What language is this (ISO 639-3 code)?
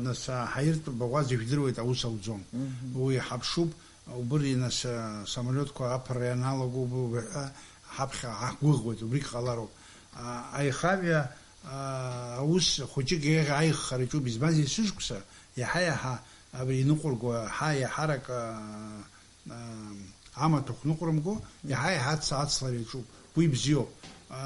abk